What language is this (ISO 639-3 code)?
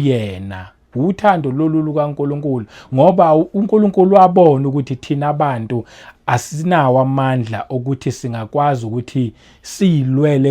zul